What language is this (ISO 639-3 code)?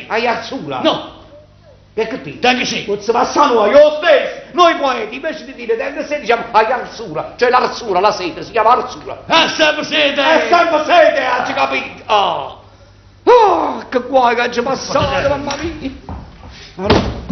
nap